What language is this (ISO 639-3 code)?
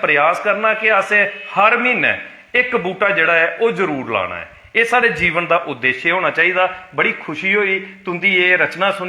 doi